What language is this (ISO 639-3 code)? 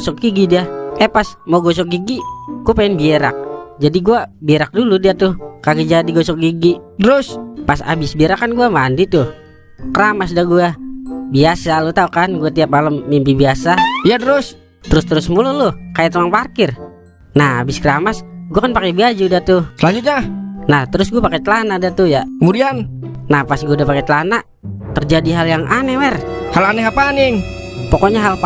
bew